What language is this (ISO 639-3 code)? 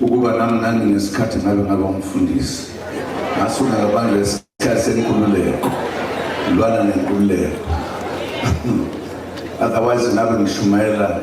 zul